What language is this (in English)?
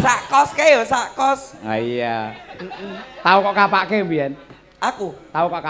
Javanese